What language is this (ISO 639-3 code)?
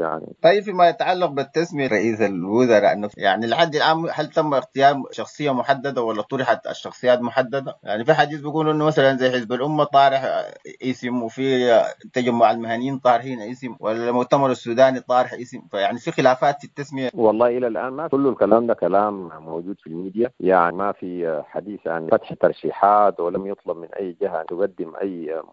apd